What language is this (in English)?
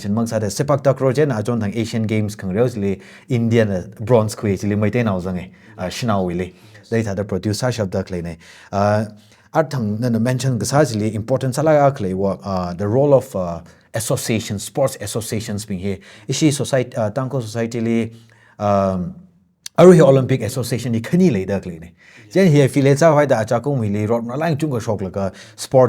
Tangkhul Naga (India)